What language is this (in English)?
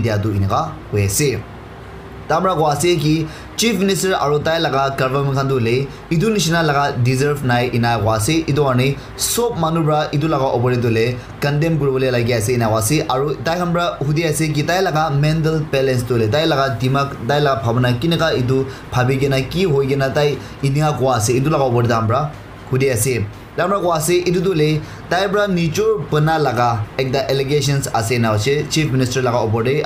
Naga Pidgin